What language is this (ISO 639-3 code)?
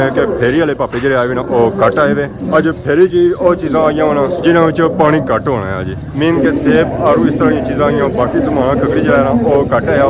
phr